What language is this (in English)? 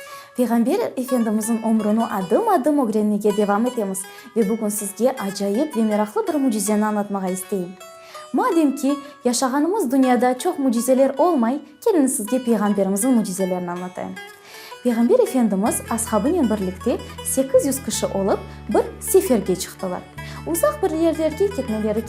Crimean Tatar